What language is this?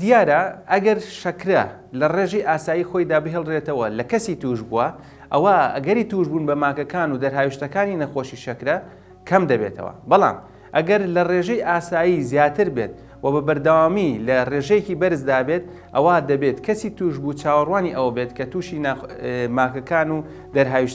Central Kurdish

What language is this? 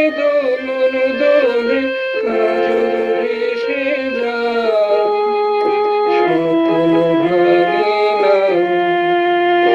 Bangla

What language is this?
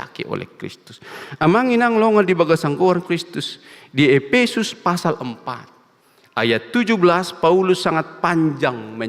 Batak Toba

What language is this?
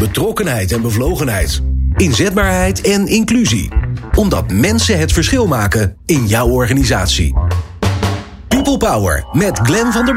Dutch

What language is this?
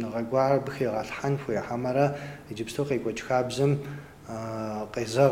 Kabardian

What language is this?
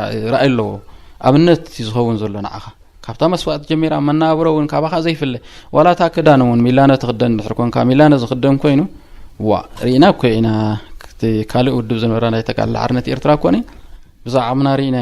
Tigrinya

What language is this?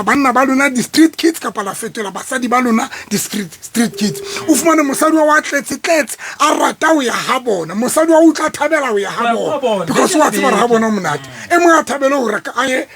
Southern Sotho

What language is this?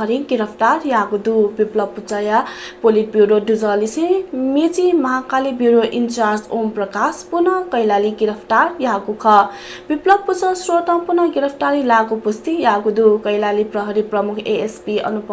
Newari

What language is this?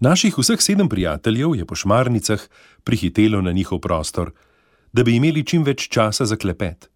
Slovenian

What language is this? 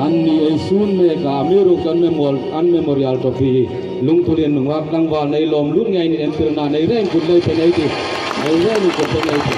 Hmar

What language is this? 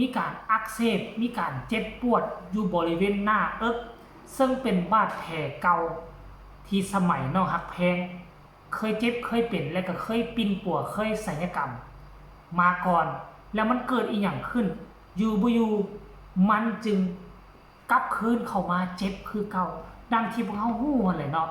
Northeastern Thai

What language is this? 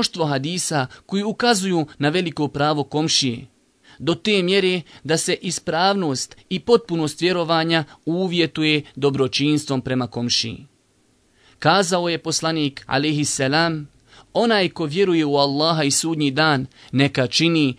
Bosnian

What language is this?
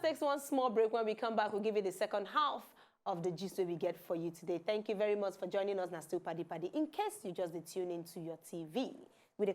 Nigerian Pidgin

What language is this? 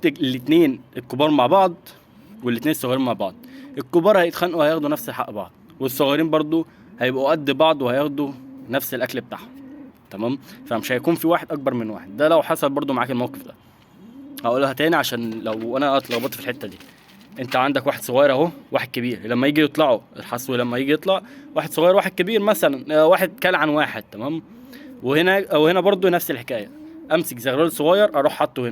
Egyptian Arabic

